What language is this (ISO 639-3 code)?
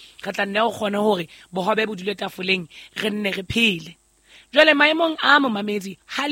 sot